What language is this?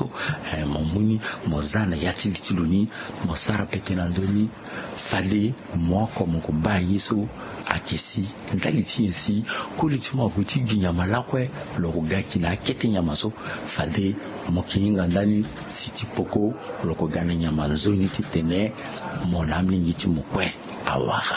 Sango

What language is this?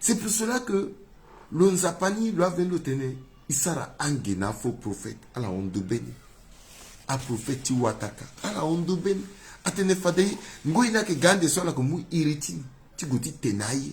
Sango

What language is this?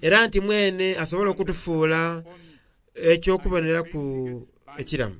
Soga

